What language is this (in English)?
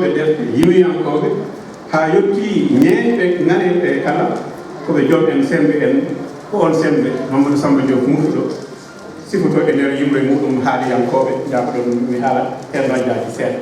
Fula